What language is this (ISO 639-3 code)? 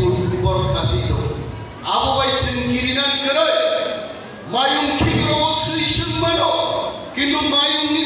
trp